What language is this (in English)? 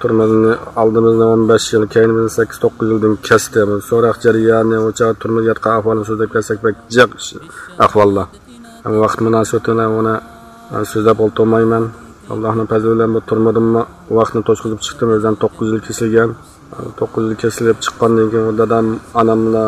Uyghur